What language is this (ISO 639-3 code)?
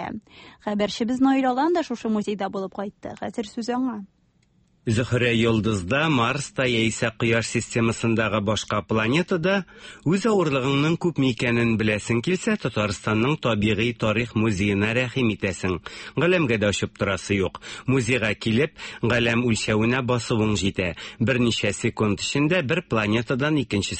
tat